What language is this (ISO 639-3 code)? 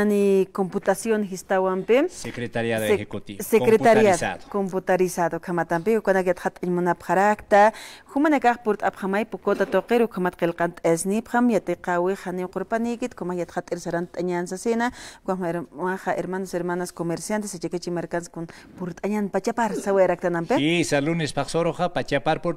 aym